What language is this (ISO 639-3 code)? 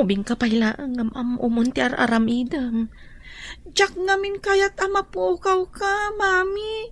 ilo